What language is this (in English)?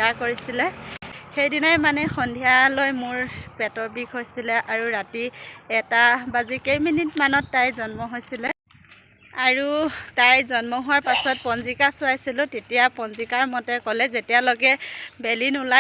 Assamese